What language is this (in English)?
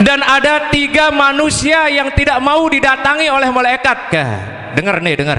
Sasak